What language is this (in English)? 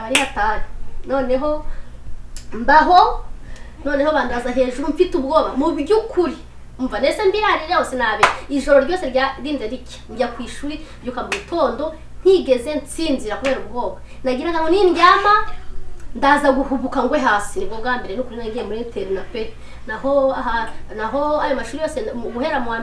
Kinyarwanda